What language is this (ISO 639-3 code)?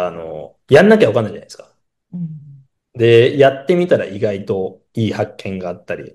jpn